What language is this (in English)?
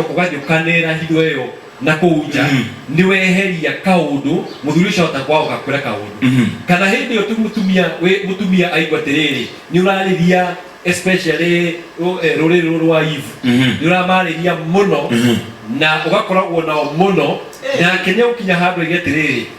Kikuyu